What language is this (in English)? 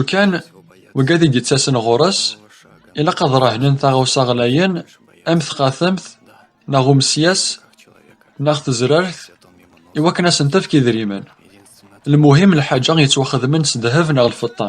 Kabyle